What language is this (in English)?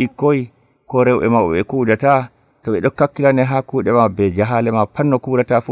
Nigerian Fulfulde